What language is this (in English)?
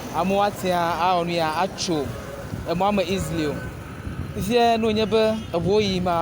Ewe